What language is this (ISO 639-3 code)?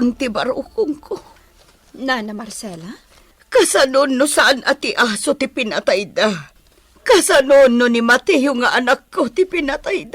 ilo